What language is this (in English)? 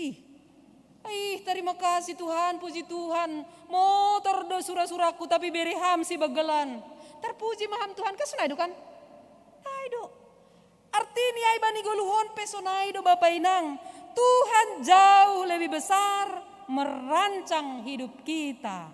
Batak Simalungun